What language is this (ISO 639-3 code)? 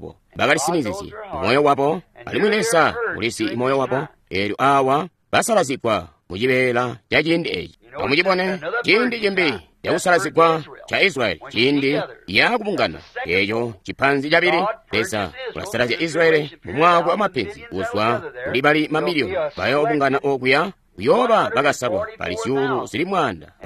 toi